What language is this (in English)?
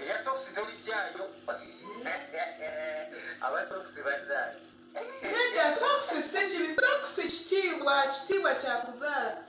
Ganda